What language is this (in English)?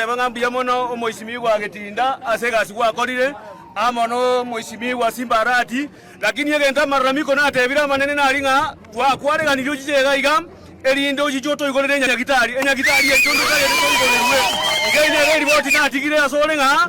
Gusii